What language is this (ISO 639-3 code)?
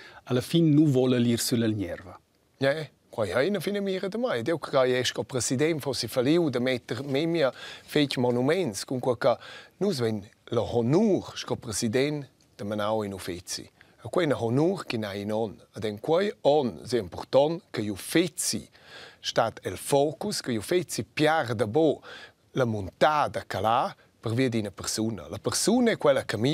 roh